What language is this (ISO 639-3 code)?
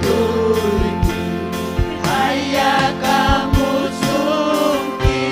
quy